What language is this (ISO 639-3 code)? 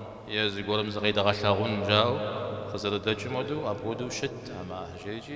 kbd